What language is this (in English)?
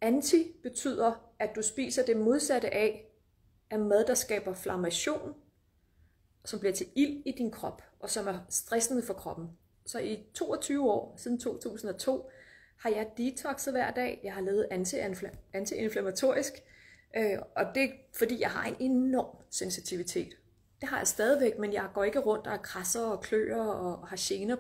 Danish